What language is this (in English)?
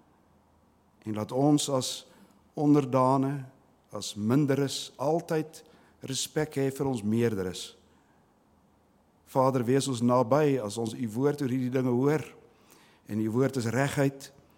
Afrikaans